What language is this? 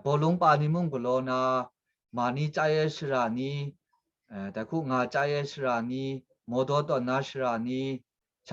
Kachin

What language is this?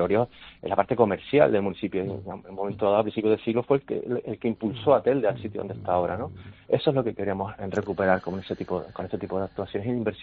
Spanish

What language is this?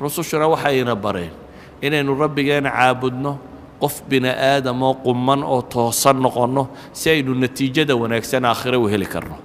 Somali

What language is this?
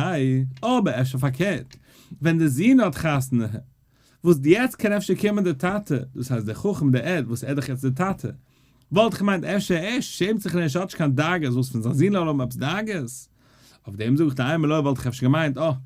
Yiddish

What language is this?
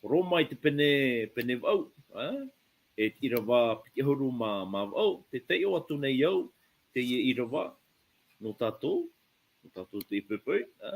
Tahitian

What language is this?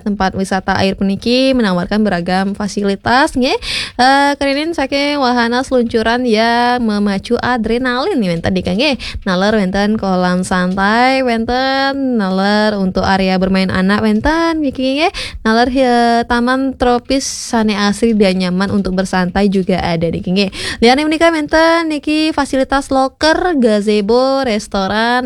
Balinese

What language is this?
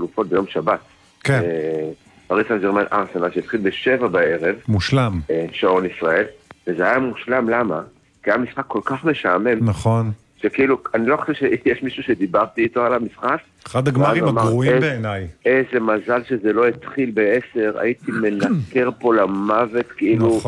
Hebrew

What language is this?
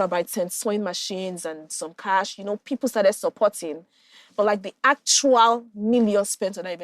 Nigerian Pidgin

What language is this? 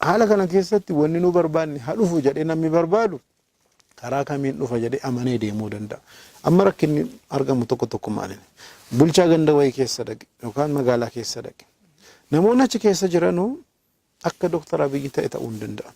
Oromo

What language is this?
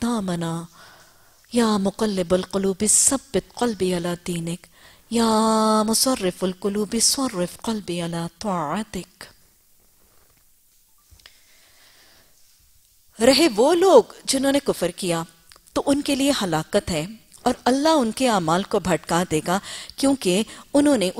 Urdu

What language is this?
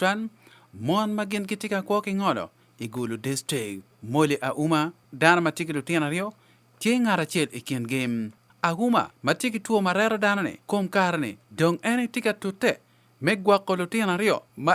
Acoli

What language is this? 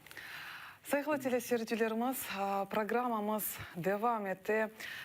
Crimean Tatar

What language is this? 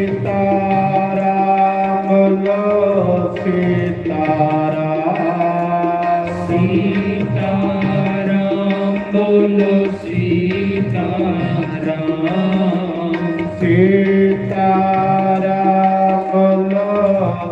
Dogri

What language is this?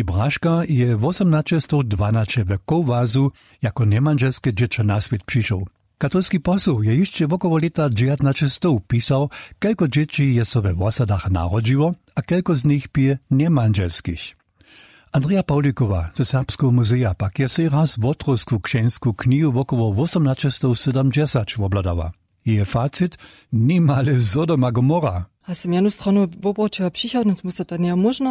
Upper Sorbian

